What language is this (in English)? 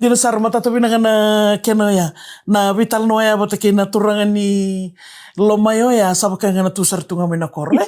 Fijian